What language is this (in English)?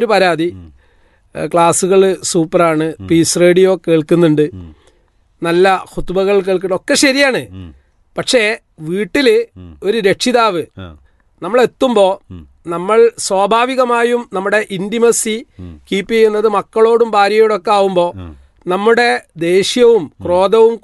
Malayalam